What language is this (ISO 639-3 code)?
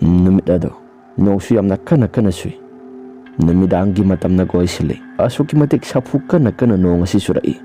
mni